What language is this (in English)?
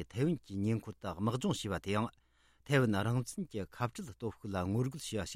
Tibetan